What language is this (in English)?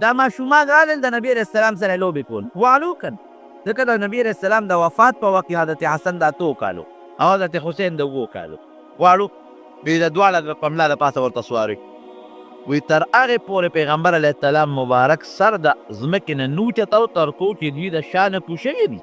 Pashto